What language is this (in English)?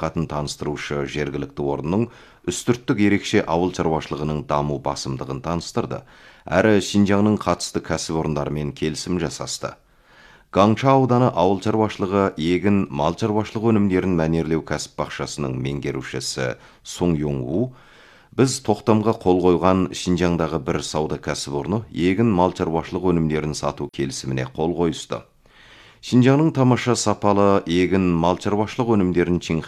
Kazakh